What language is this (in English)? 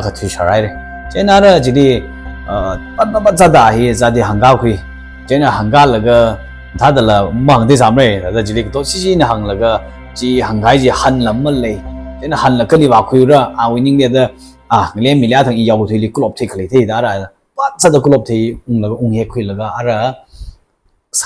Tangkhul Naga (India)